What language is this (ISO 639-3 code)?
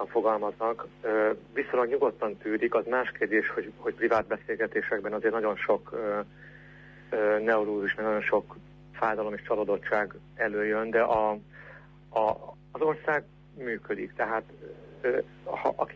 hun